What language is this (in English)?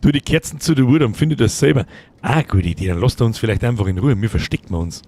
Bavarian